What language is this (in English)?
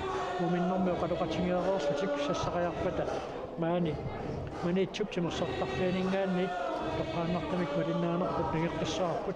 Kalaallisut